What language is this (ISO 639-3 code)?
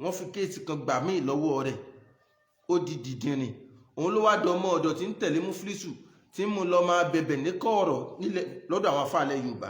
yor